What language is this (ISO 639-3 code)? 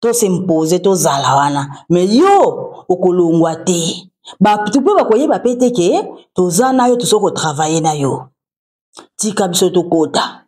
lin